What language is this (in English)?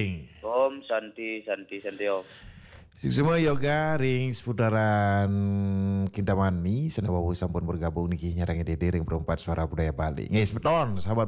Balinese